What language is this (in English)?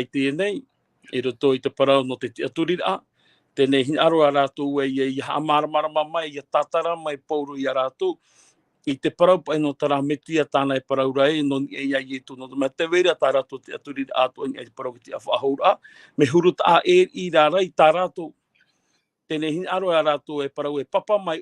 Tahitian